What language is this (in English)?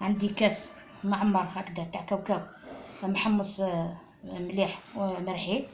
Algerian Arabic